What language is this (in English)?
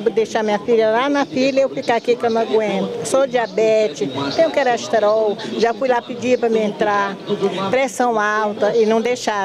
Portuguese